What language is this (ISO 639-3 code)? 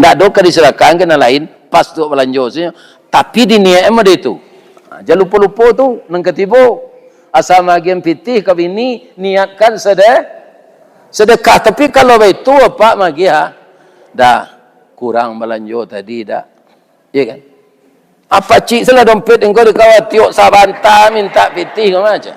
min